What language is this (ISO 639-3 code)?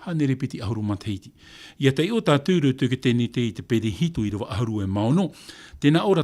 tah